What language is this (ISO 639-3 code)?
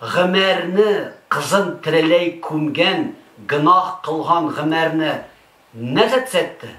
tat